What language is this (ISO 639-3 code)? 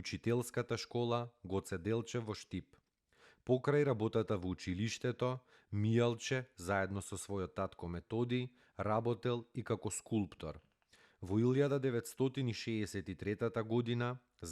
mkd